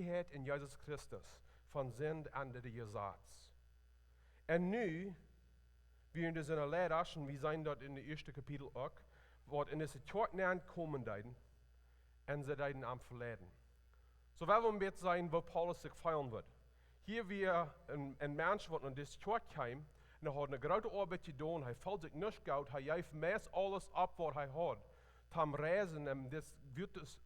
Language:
Plautdietsch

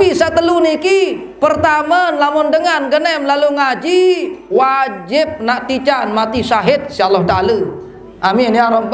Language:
Sasak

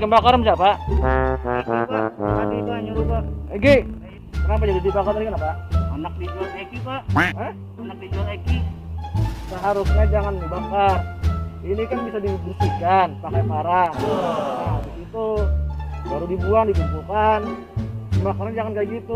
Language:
Banjar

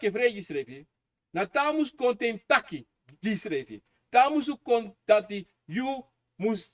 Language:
Sranan Tongo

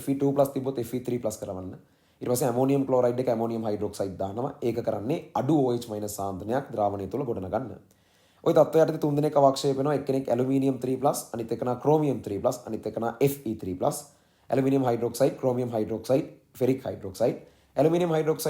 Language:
Sinhala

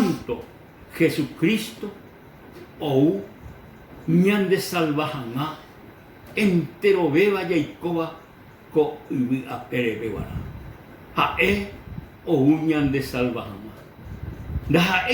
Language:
Guarani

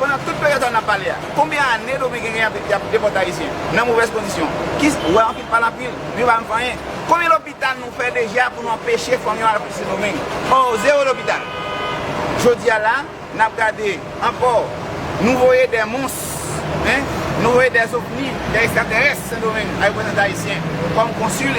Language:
Haitian Creole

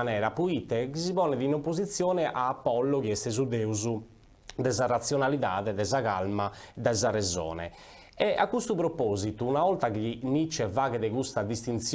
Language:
Sardinian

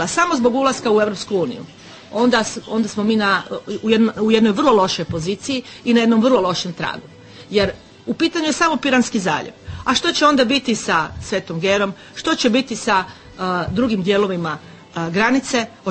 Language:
Croatian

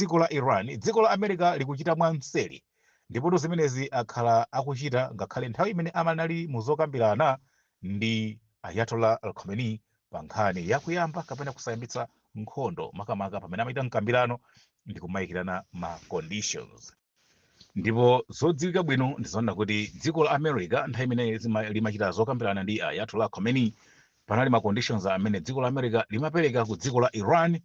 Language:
Nyanja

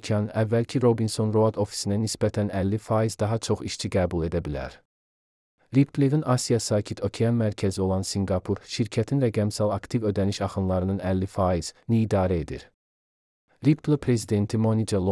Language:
Azerbaijani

